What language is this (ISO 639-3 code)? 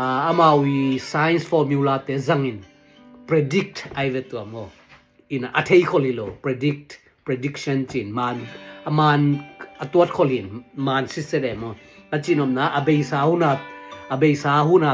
ctd